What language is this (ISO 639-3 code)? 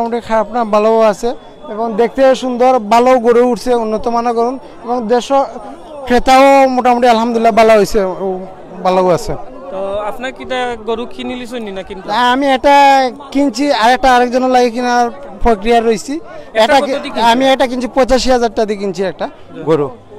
syl